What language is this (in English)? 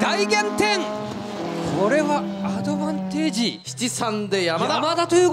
Japanese